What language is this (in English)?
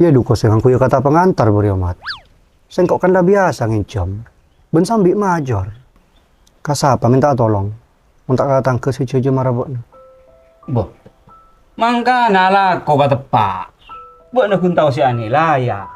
Madurese